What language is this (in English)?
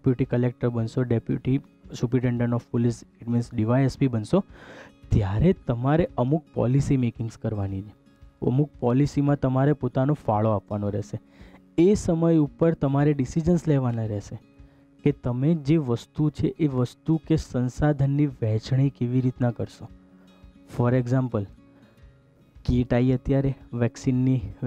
Gujarati